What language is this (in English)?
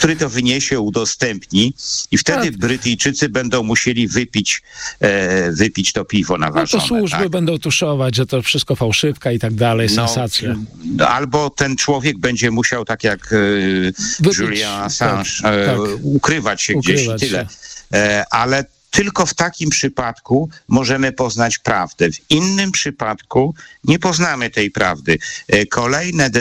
Polish